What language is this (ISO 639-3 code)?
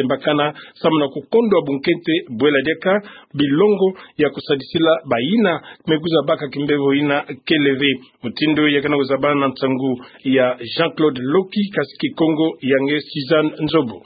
ktu